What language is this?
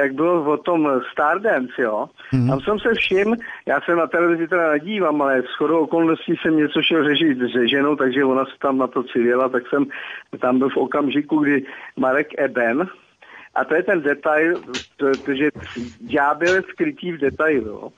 Czech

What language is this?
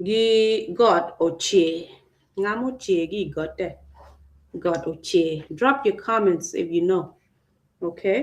Acoli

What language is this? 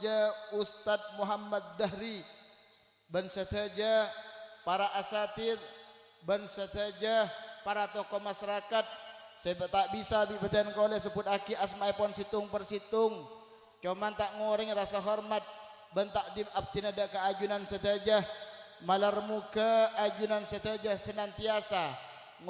Madurese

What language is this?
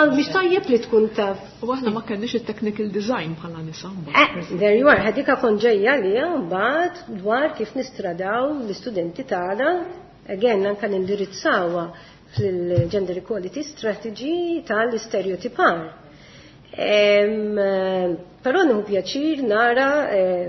Maltese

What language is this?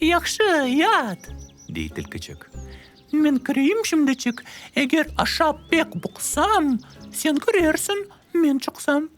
Crimean Tatar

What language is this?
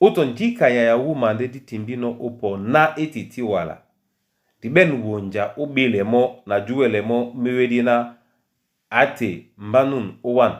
Duala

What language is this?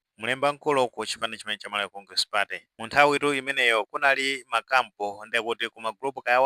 Nyanja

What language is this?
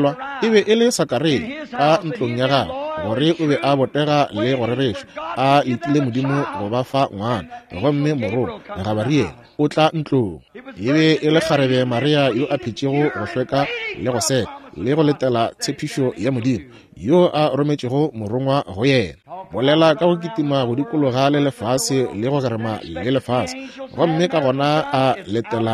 Northern Sotho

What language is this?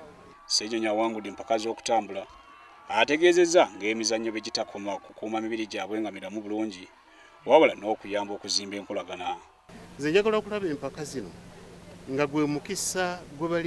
Ganda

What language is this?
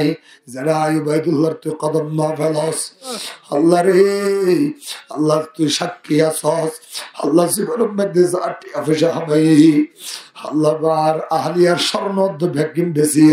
Rohingya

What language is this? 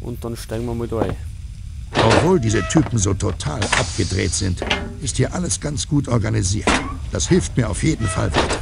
Bavarian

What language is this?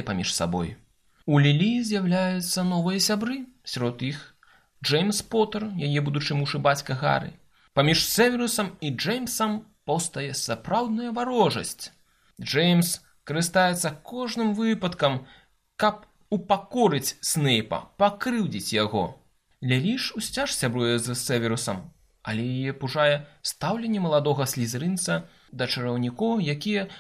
Belarusian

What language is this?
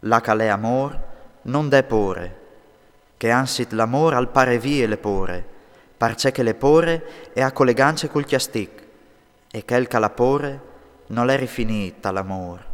Friulian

